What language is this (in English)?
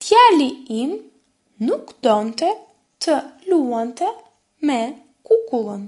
Albanian